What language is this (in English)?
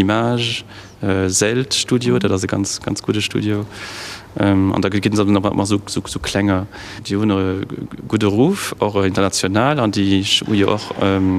Luxembourgish